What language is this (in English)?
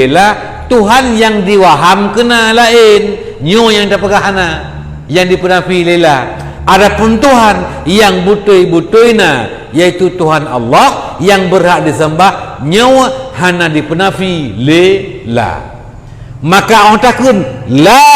Achinese